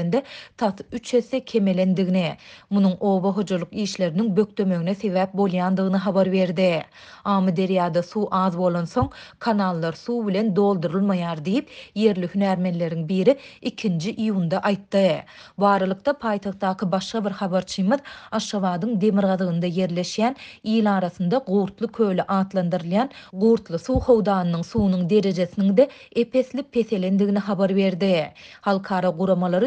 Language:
Turkmen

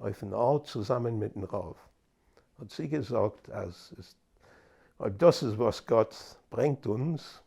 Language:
Yiddish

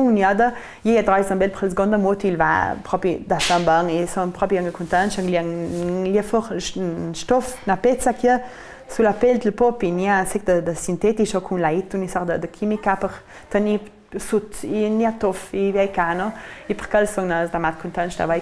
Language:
Ladin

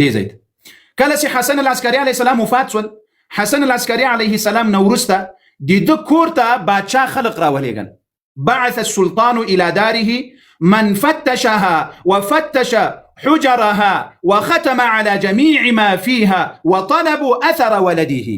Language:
Pashto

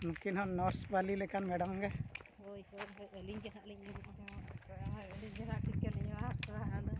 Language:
Santali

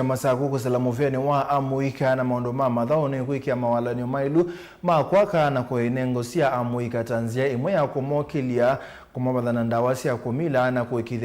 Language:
Kamba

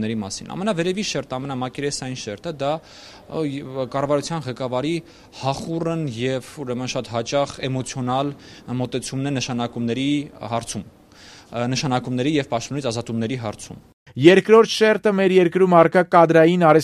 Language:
Armenian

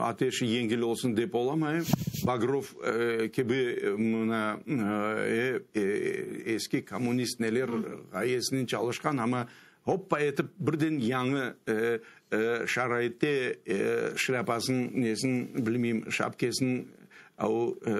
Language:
Crimean Tatar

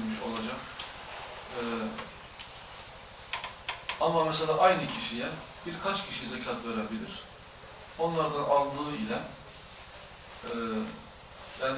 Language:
Turkish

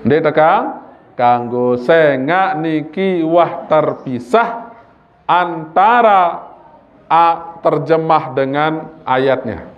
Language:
Sasak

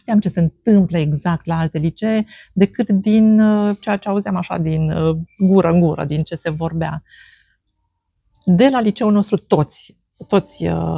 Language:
Romanian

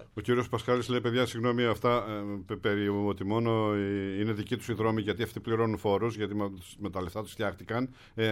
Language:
Greek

